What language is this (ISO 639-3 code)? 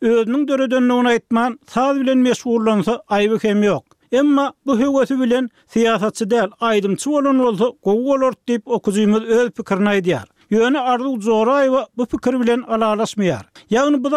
tuk